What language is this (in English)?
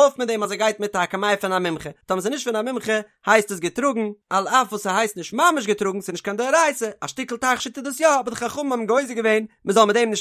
Yiddish